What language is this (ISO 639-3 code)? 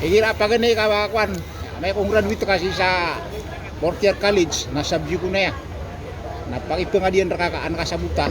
mrw